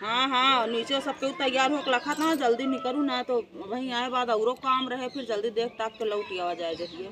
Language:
Awadhi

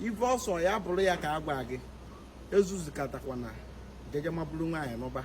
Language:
Igbo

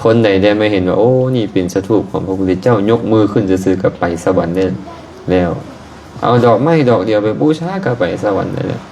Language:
Lao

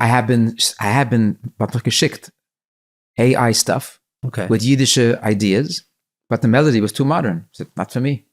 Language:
Yiddish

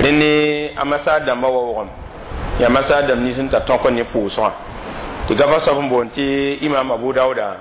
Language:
Mossi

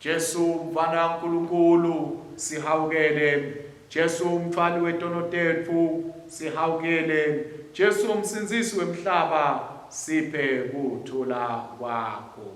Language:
Swati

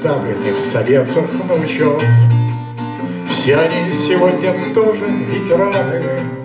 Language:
Russian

